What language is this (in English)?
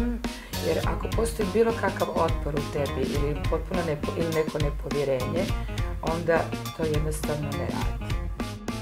Croatian